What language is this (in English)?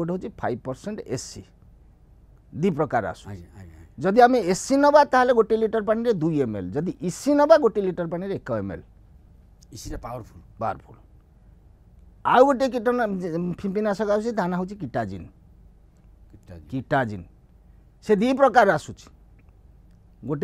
Odia